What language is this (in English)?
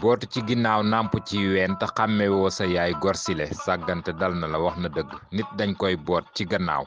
Wolof